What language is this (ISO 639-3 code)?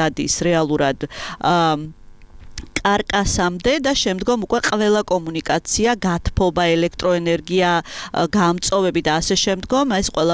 kat